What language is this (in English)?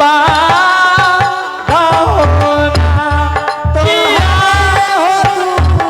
Angika